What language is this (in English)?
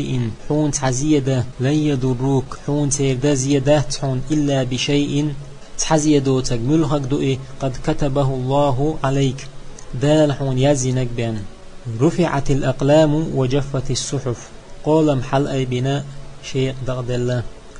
Chechen